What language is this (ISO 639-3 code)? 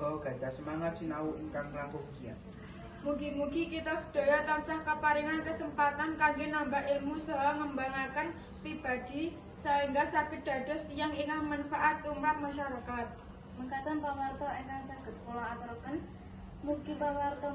jav